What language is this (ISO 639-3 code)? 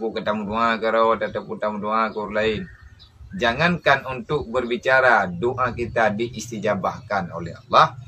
ace